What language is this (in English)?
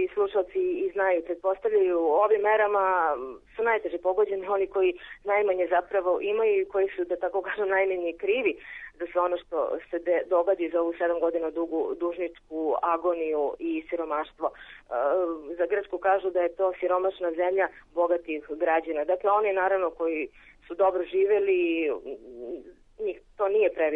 Serbian